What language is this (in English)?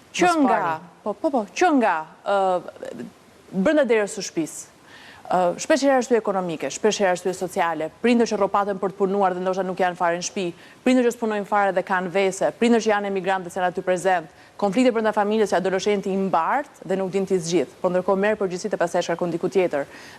Albanian